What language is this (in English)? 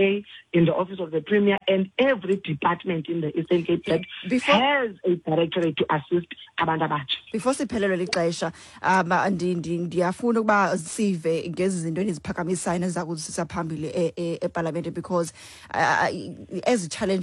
Xhosa